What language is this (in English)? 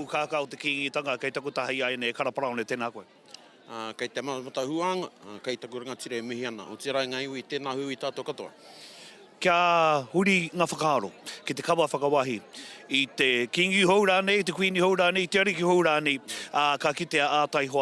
Māori